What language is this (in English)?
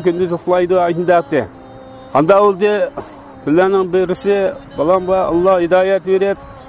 Uyghur